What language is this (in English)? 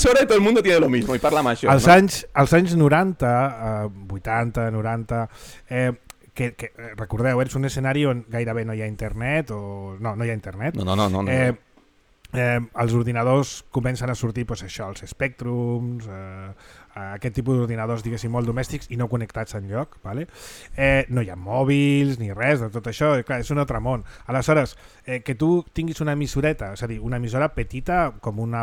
Catalan